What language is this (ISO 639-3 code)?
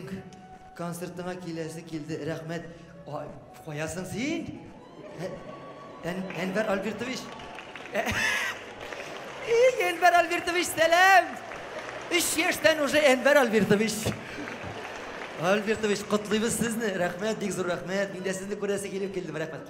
tat